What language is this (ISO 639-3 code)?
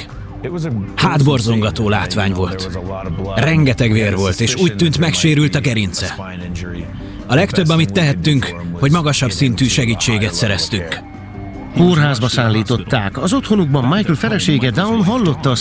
hun